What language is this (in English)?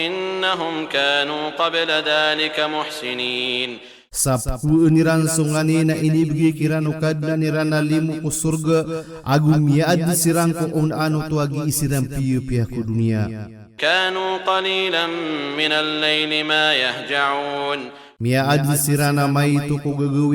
Maranao